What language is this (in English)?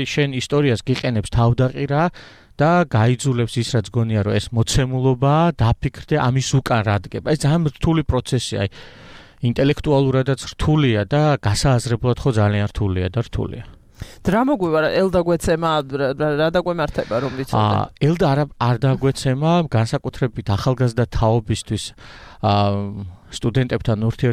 Georgian